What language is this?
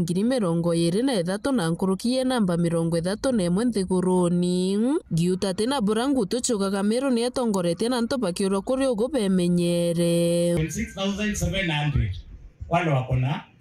Meru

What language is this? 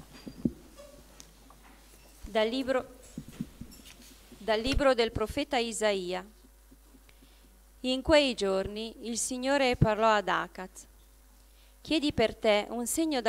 Italian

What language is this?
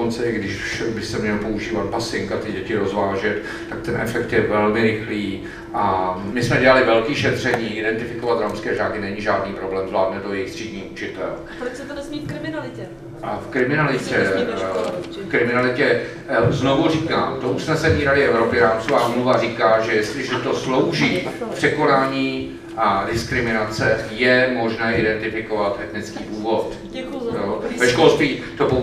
Czech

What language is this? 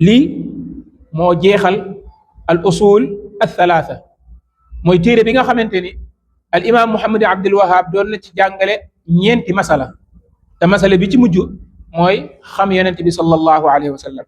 Wolof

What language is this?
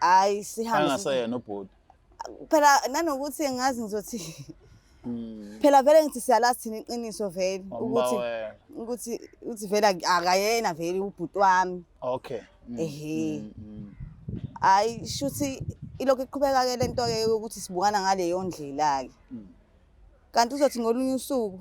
Zulu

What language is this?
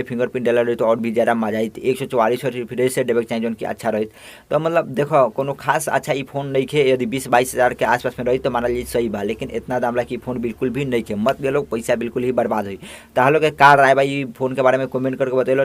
Bhojpuri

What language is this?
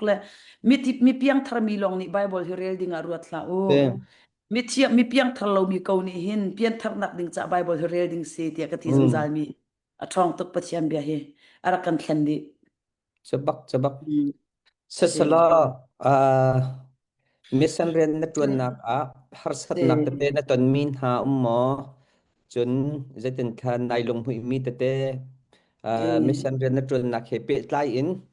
Hakha Chin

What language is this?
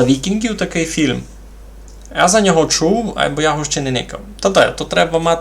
Rusyn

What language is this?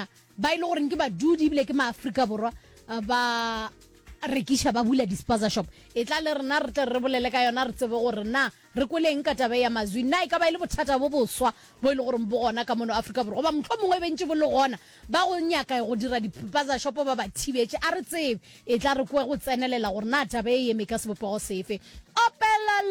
Northern Sotho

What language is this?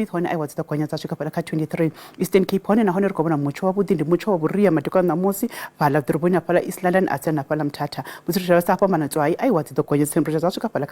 Venda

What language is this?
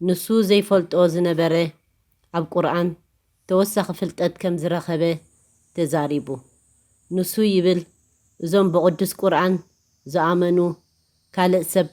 Tigrinya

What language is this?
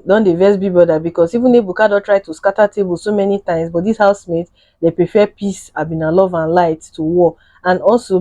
Nigerian Pidgin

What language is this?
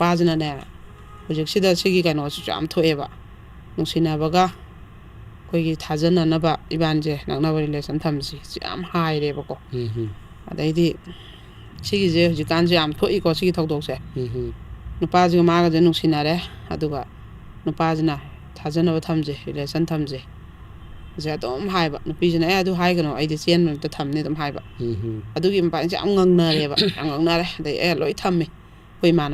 Manipuri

